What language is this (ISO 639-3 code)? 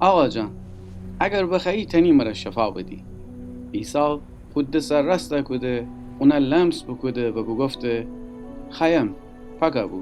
glk